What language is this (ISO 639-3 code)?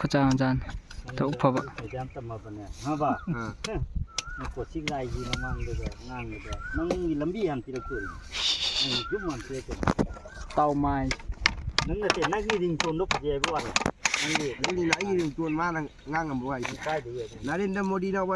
mni